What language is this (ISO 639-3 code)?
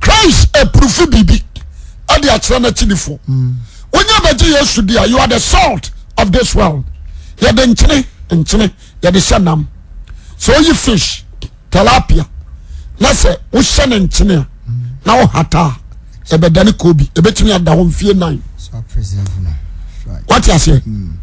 aka